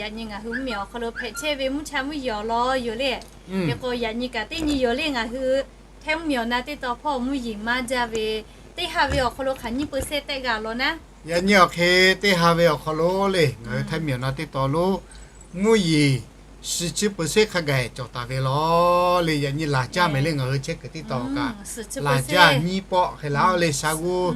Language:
Lahu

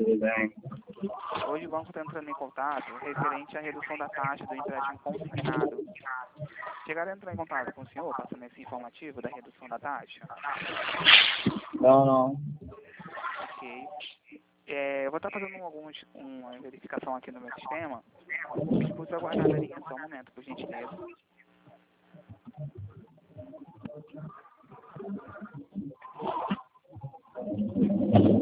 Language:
Portuguese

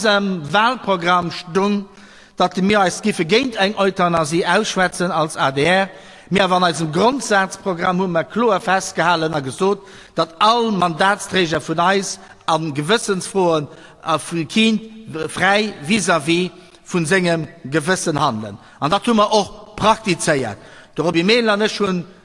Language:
Luxembourgish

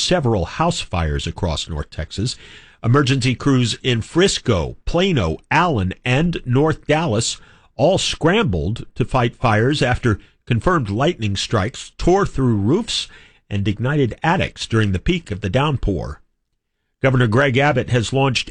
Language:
English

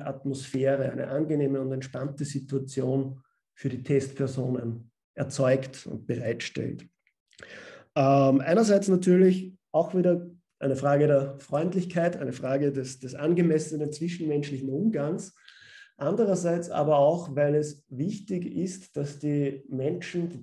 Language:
German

